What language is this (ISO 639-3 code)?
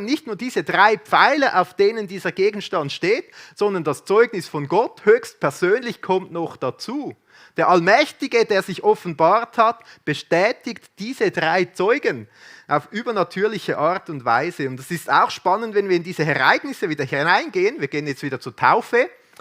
gsw